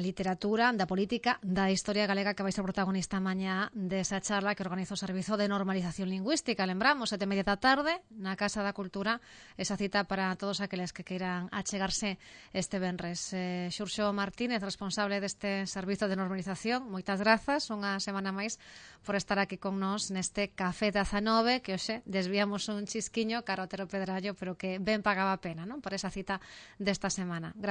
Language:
Galician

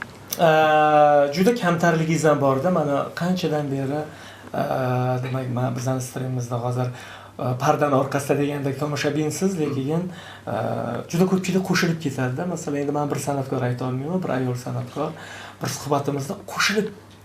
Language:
Uzbek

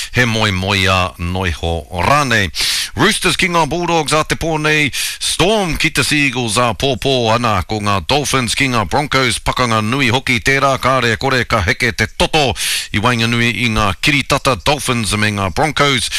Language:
Māori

